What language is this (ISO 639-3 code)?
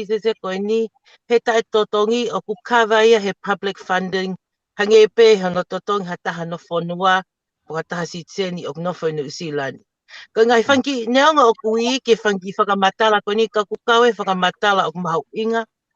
ton